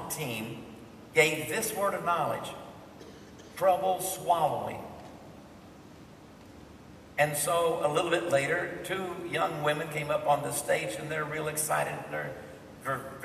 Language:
English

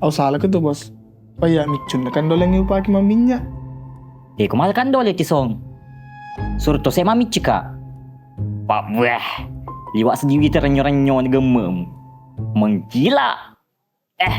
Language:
Buginese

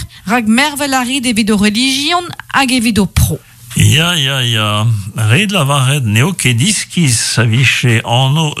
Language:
Breton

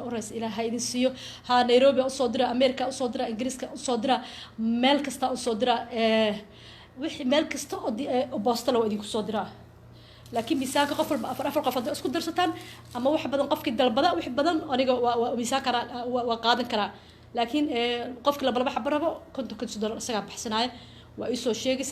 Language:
Somali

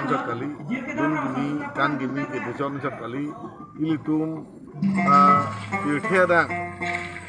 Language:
Karbi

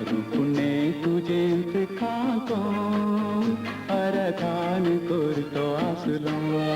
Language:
Konkani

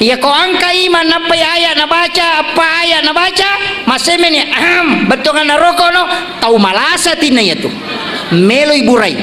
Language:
Buginese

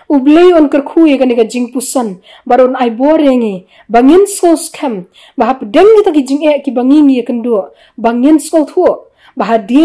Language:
Khasi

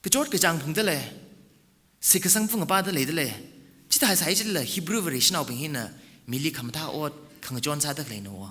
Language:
Tangkhul Naga (India)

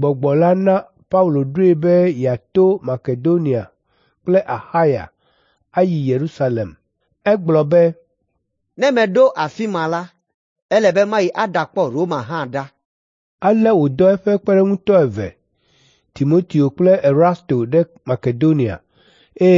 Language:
Ewe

